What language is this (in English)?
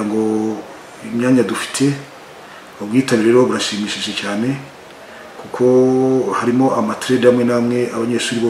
Kinyarwanda